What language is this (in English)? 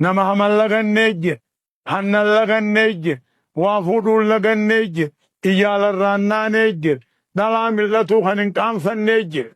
Oromo